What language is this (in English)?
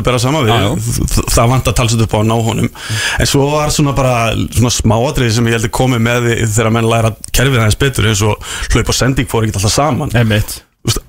Icelandic